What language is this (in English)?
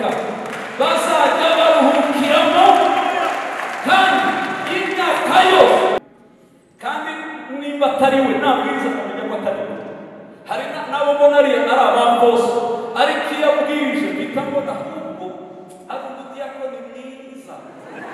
Kinyarwanda